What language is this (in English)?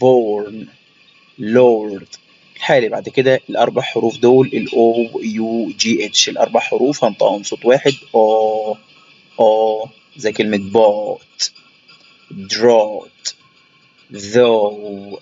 Egyptian Arabic